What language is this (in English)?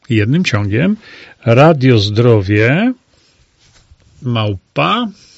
Polish